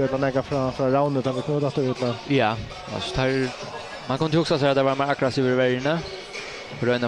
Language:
Faroese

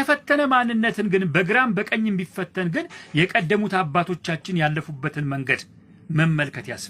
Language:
Amharic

